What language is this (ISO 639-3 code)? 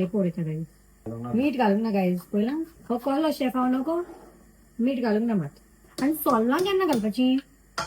kok